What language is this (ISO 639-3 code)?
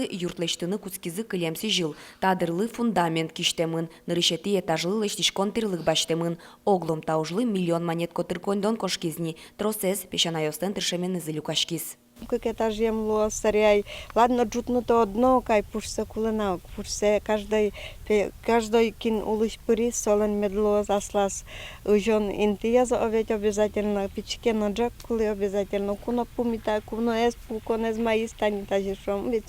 udm